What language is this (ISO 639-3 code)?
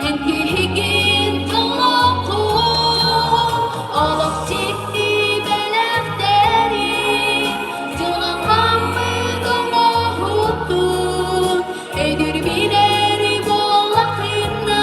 sah